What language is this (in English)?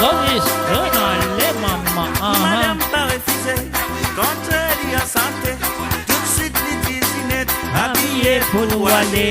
Morisyen